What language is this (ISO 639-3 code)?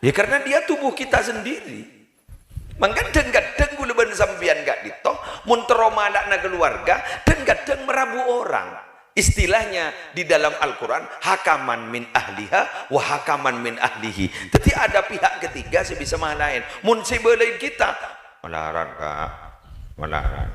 mad